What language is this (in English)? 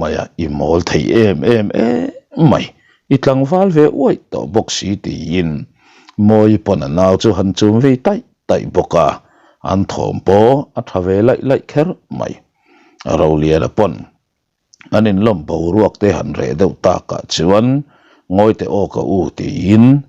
Mizo